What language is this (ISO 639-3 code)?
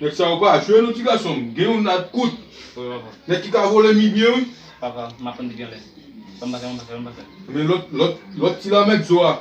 hat